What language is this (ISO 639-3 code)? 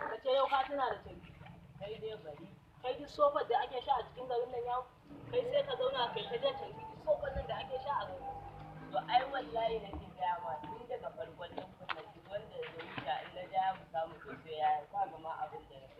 hau